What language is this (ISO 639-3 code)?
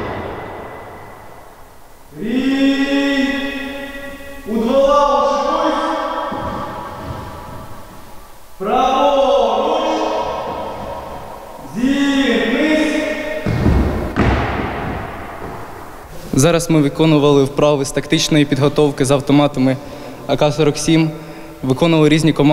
ukr